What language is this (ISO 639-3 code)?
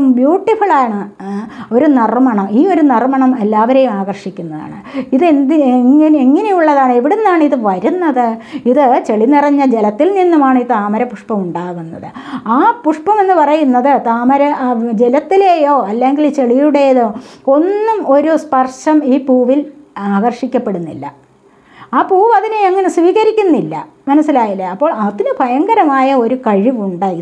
mal